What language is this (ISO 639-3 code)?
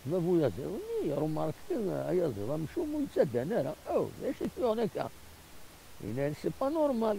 kab